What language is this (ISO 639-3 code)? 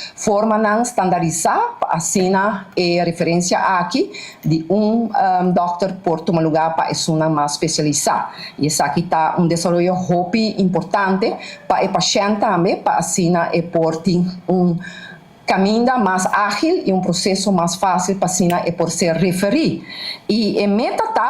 pap